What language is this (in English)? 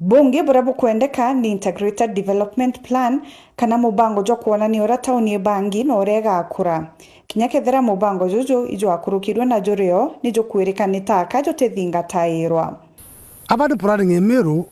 Meru